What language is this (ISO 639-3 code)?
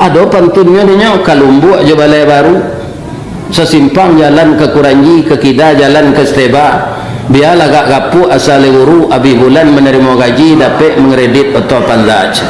min